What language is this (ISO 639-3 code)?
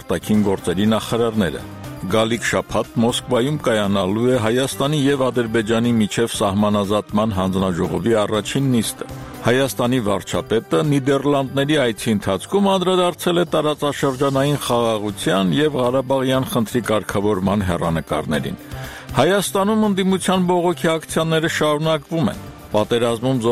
hye